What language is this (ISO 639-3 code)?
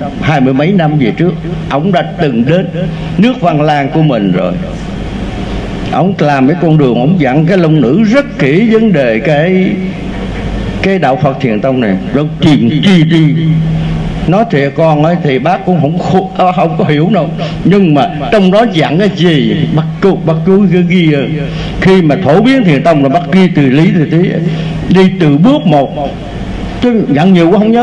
vie